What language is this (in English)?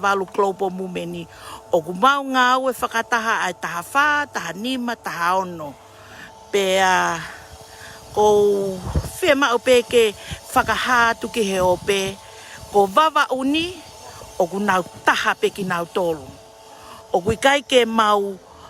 Tongan